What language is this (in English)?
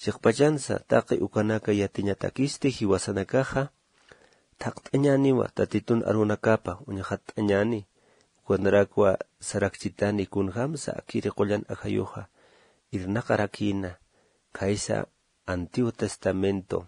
Aymara